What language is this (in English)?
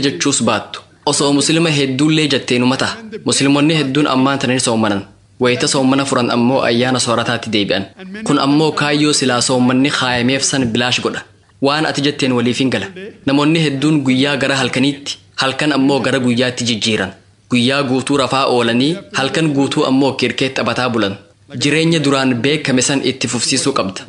Oromo